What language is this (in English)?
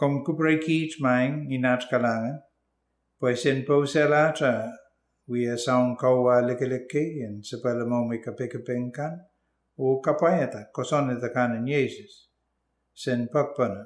Pohnpeian